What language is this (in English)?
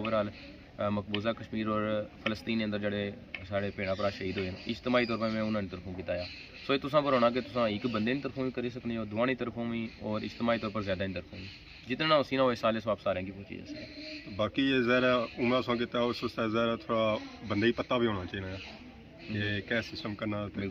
Pahari-Potwari